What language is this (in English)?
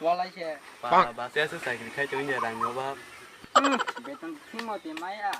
Kok Borok